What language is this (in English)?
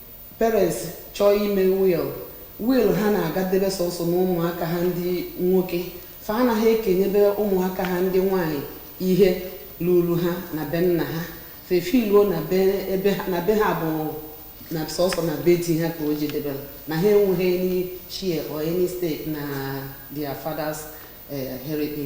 Igbo